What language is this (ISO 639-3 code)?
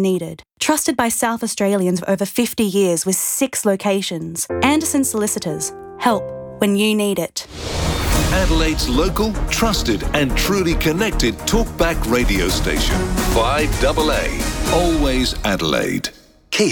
eng